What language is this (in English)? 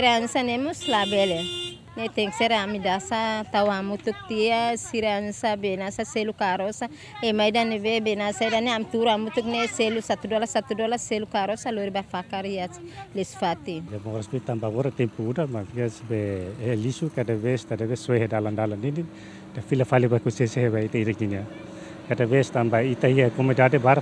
Tetum